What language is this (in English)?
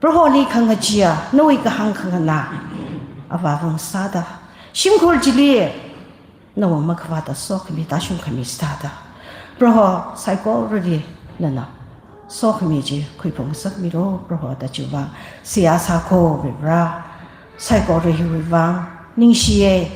Tangkhul Naga (India)